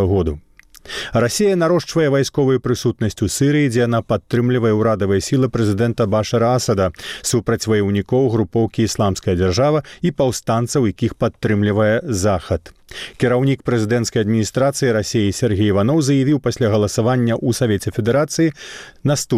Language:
Belarusian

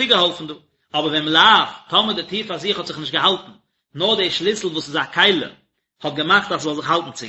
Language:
Yiddish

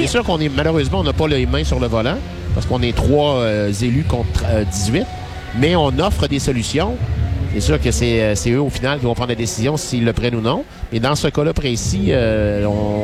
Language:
French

